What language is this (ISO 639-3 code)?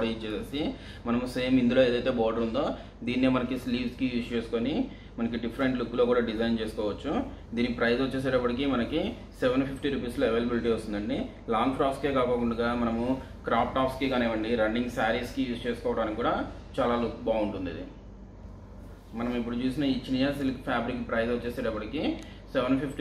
tel